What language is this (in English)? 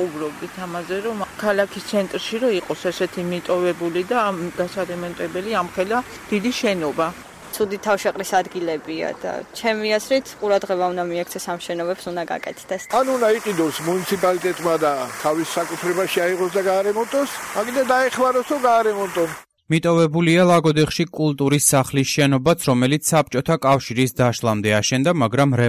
Georgian